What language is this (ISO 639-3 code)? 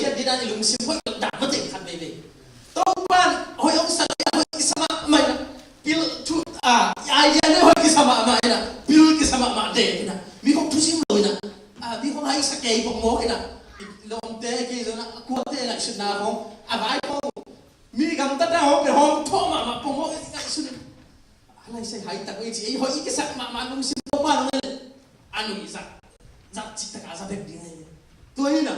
ctd